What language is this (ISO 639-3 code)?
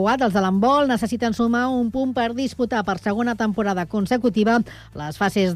cat